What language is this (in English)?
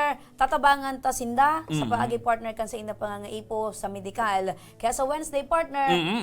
Bikol